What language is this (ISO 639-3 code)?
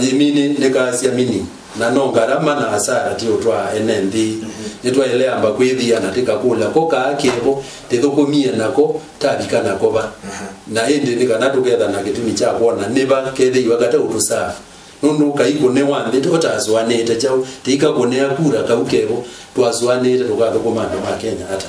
kam